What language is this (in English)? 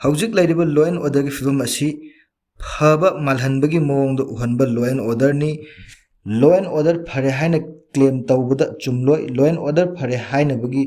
Manipuri